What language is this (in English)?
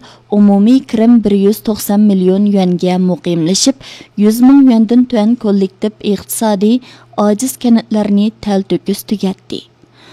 Uyghur